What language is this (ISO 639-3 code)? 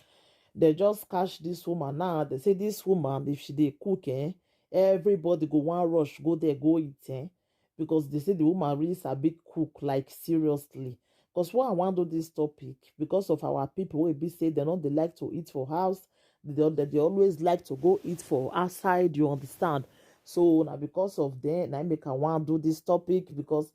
pcm